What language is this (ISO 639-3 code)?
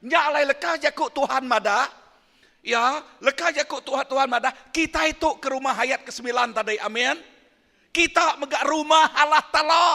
iba